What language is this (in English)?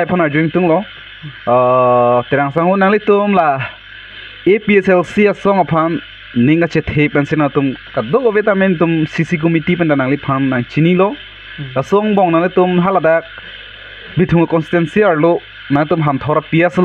Karbi